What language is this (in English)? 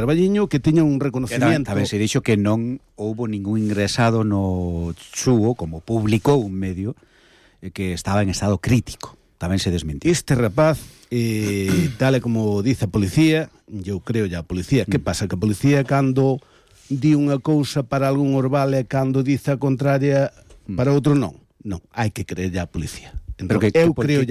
Galician